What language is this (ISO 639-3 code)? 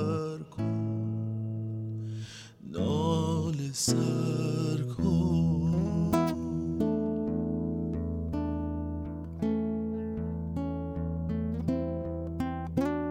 fas